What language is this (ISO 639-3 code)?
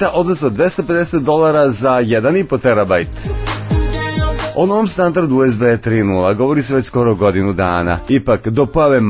srp